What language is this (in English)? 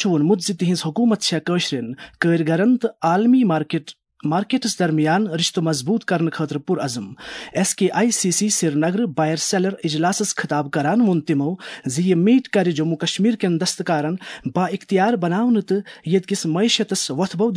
Kashmiri